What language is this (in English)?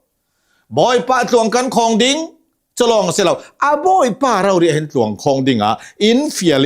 Hakha Chin